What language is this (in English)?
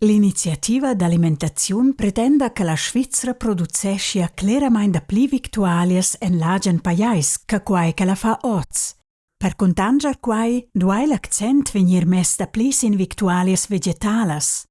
Romansh